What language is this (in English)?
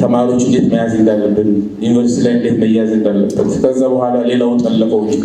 Amharic